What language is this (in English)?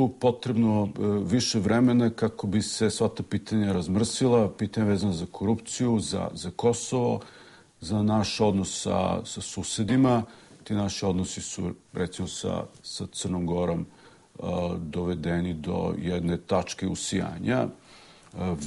Serbian